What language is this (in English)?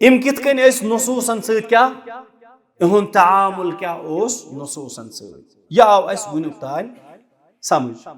Kashmiri